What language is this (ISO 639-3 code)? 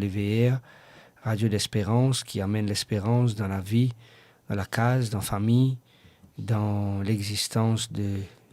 mfe